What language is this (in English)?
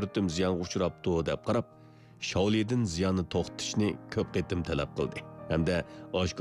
Uyghur